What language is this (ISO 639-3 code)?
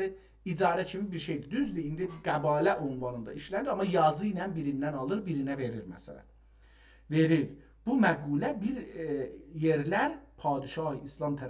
azb